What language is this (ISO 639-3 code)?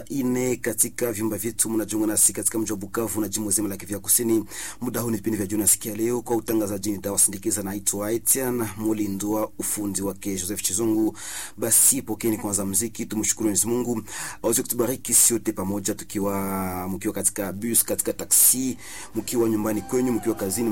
swa